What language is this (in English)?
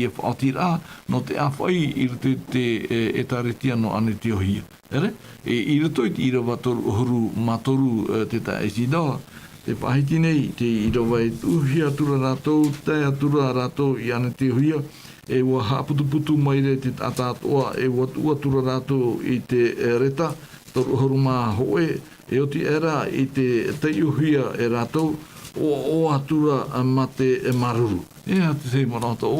Tahitian